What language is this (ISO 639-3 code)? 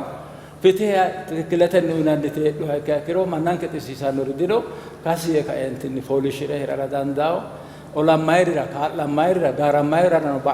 sid